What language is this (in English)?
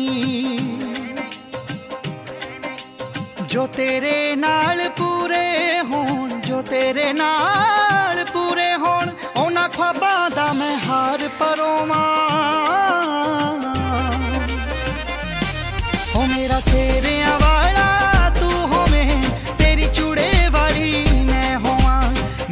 Punjabi